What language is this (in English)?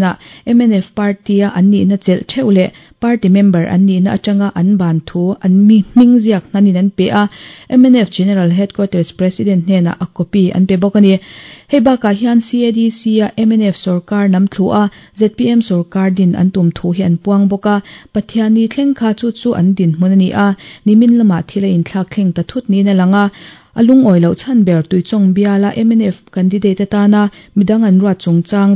Mizo